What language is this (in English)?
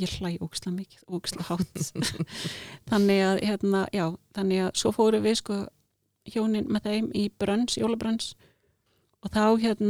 Icelandic